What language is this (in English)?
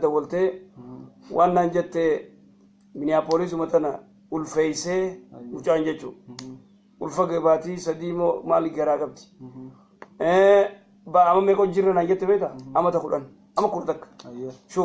Oromo